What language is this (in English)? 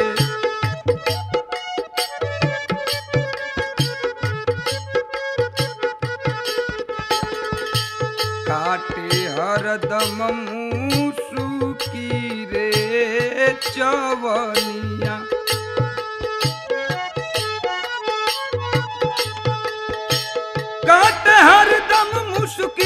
Bhojpuri